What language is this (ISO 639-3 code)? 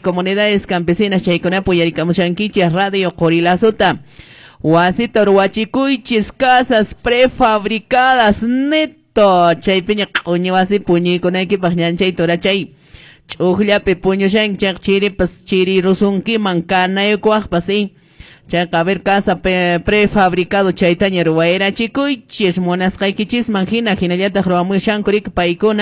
que